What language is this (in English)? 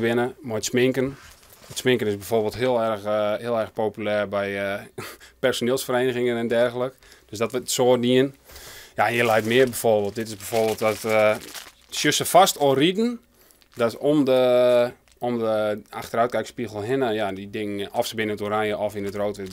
Western Frisian